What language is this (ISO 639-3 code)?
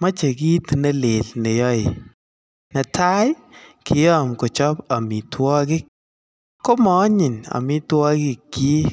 kln